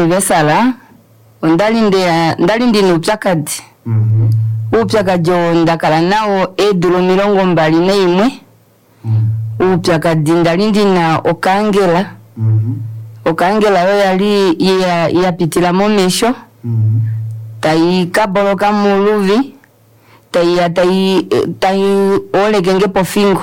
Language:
Kuanyama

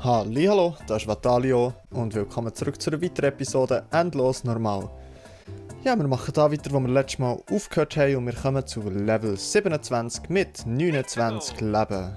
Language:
Swiss German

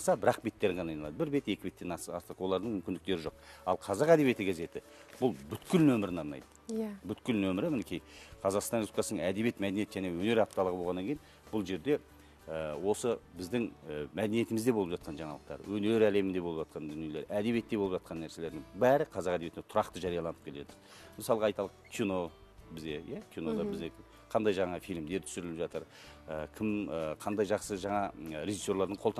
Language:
Kazakh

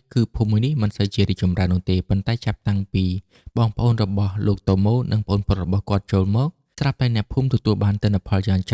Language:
Khmer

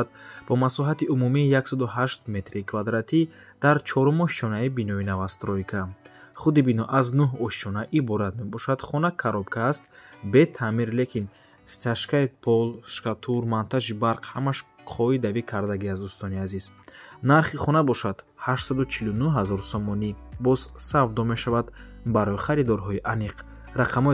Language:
Tajik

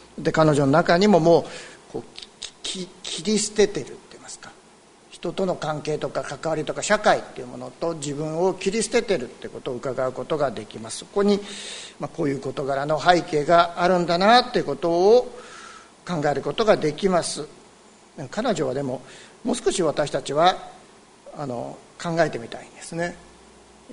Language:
Japanese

